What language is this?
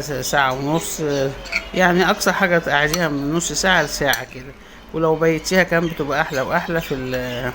Egyptian Arabic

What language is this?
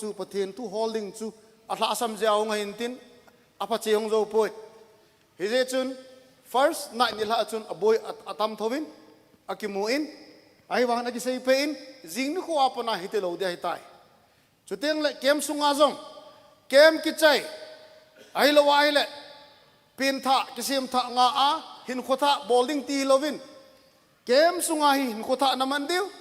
Thado Chin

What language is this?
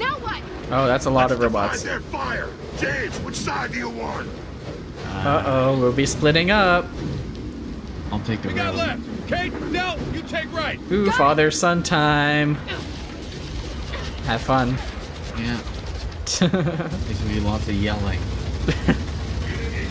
English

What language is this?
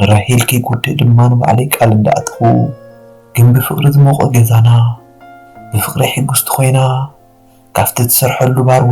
Tigrinya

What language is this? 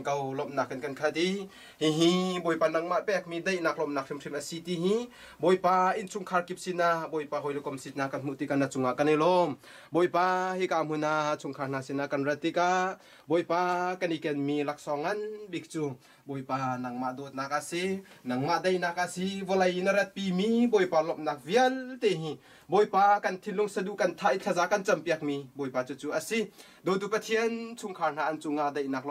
Hakha Chin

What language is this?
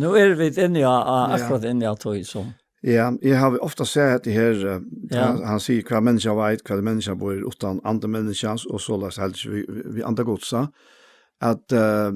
Faroese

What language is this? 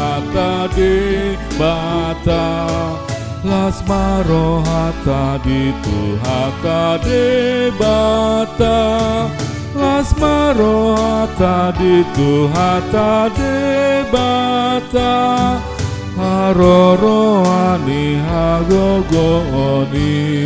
Batak Toba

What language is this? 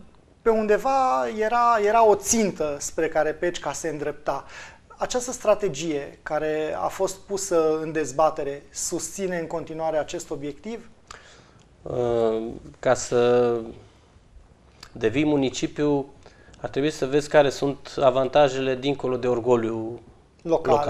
Romanian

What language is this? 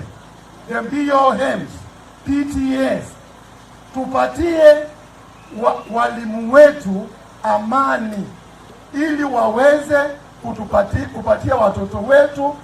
Meru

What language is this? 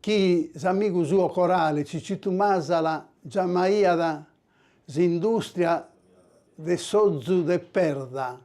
Sardinian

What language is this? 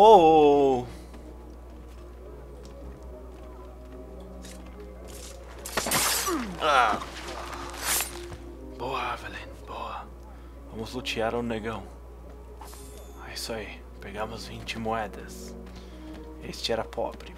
Portuguese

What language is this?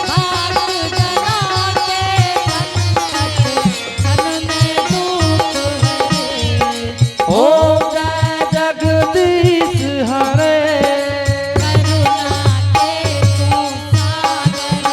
Angika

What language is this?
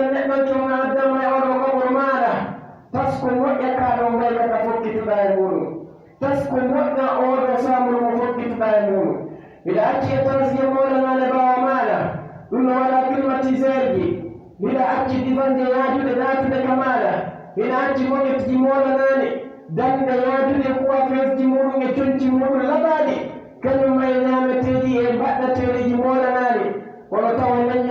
Pular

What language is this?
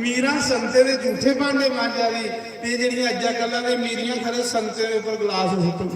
Dogri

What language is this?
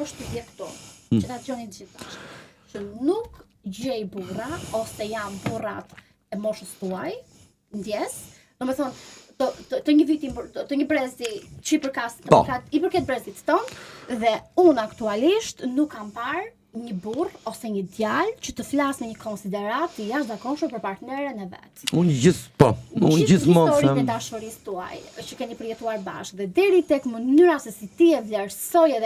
Albanian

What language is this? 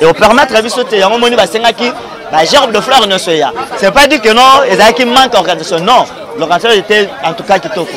Lingala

